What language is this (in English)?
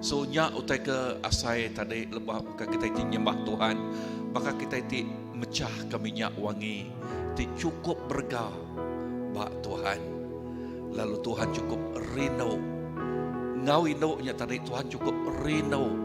Iban